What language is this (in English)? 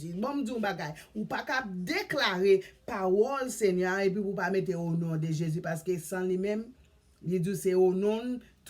Haitian Creole